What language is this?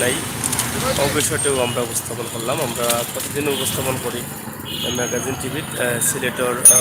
Sylheti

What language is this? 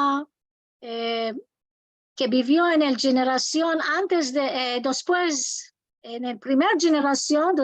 Ladino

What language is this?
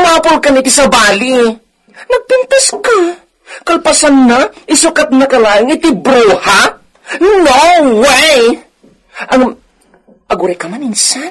Iloko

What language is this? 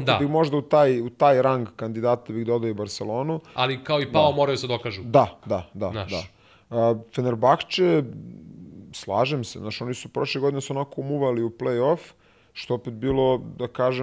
Serbian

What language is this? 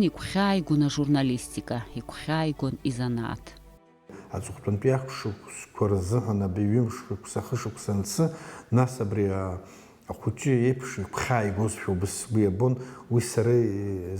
Abkhazian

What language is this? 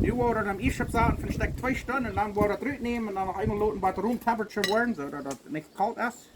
Plautdietsch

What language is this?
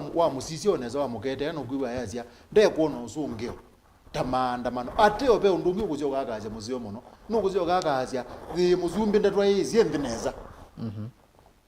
Kamba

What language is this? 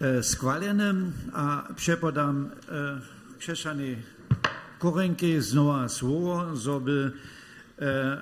Upper Sorbian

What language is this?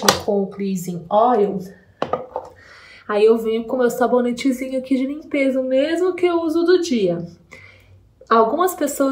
Portuguese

